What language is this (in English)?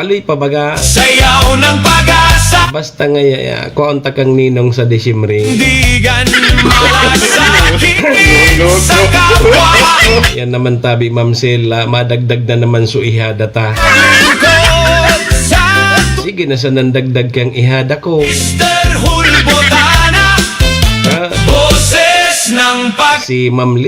Bikol